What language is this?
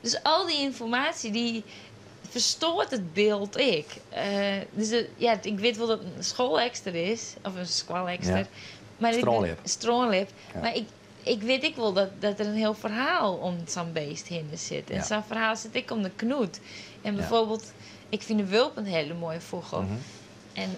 Western Frisian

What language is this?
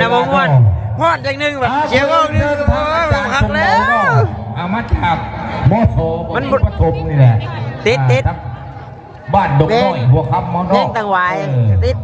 Northeastern Thai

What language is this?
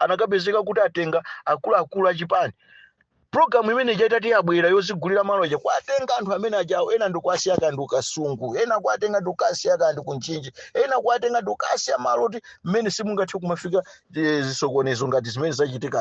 Nyanja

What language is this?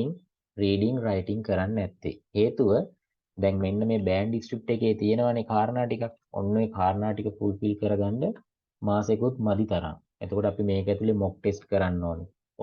Sinhala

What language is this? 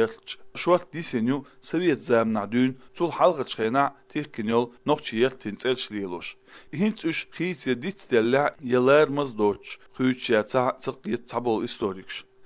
Chechen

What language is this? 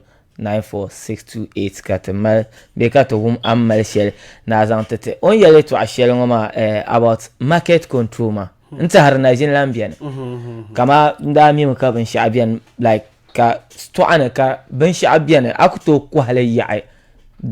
Dagbani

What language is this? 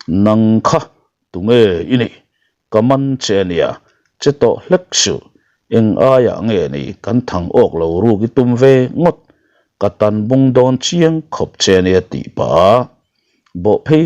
Mizo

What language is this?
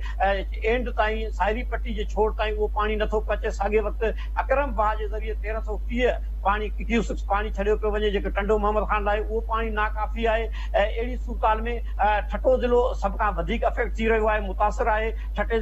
Sindhi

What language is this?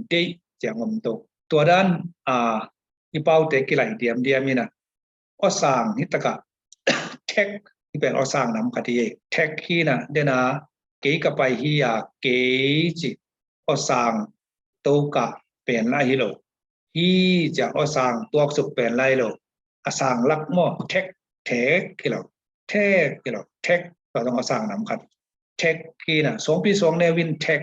Tedim Chin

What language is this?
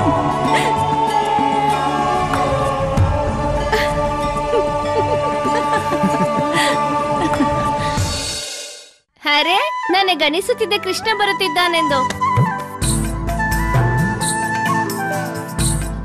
Kannada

